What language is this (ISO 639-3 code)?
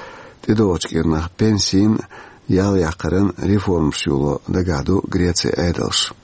che